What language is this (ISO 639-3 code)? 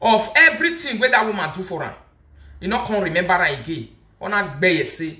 pcm